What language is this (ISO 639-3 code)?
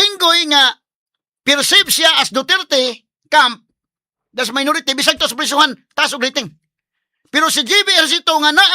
ceb